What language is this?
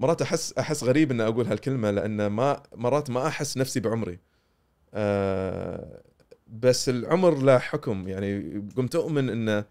Gulf Arabic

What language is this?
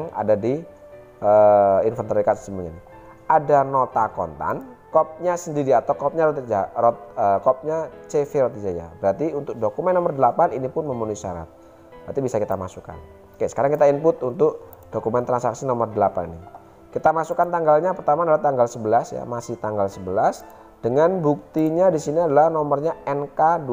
Indonesian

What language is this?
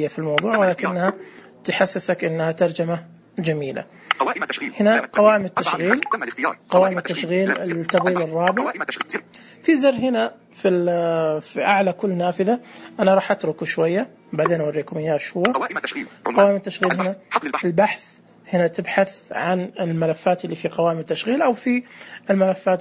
Najdi Arabic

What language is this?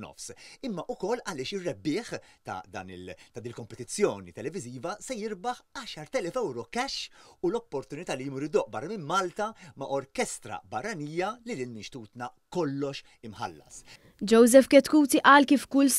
Maltese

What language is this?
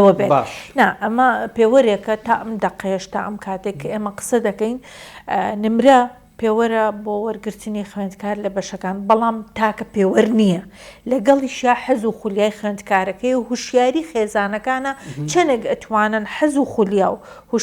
Central Kurdish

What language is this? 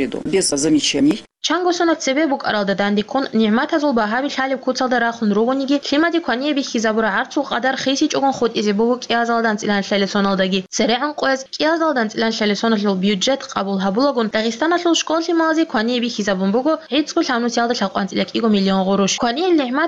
Avaric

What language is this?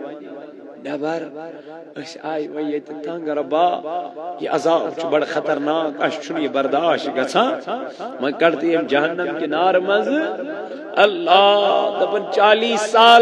Kashmiri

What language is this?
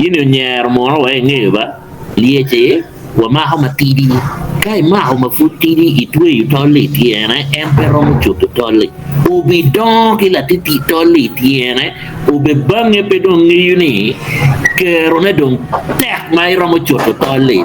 Acoli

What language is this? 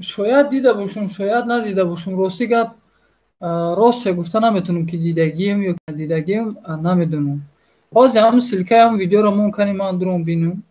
Tajik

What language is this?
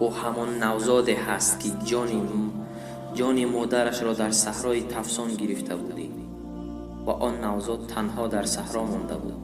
Tajik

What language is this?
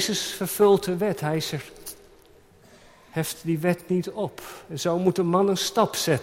Dutch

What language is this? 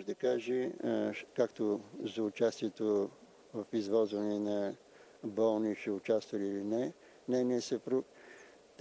Bulgarian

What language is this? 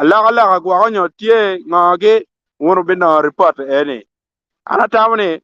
Acoli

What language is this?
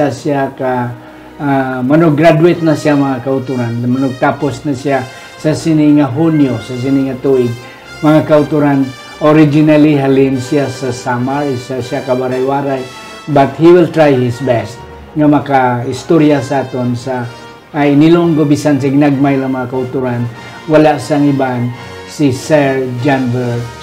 Hiligaynon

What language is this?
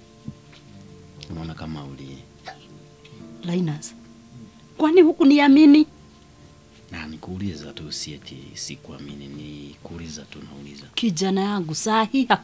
Swahili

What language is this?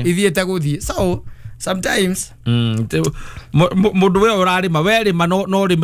Kikuyu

